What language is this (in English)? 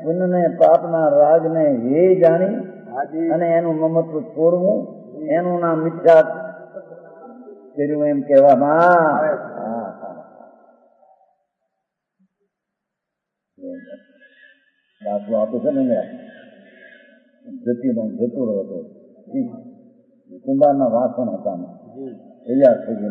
Gujarati